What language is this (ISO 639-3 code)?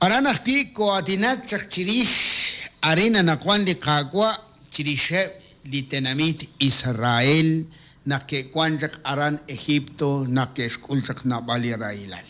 kek